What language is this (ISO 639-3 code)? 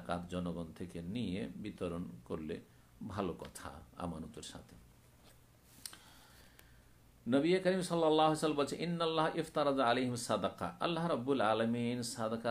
ben